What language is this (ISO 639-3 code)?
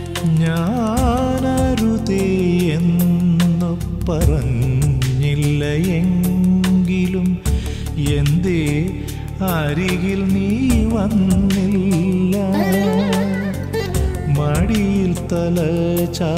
mal